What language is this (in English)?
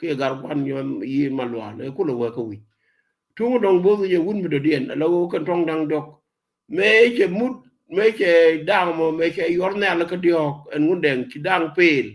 Nuer